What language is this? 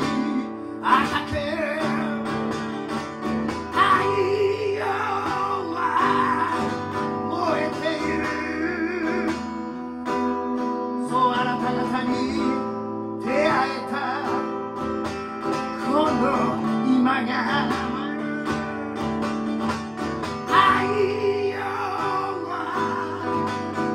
Japanese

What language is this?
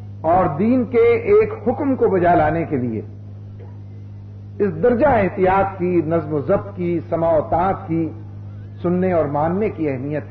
Urdu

